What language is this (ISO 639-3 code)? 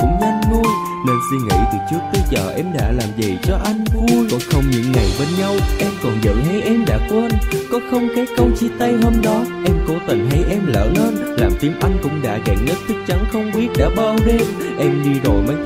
vie